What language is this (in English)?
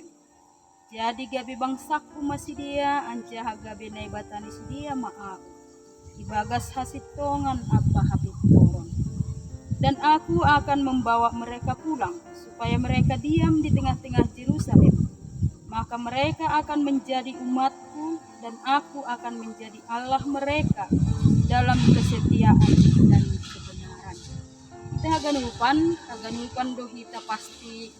Batak Simalungun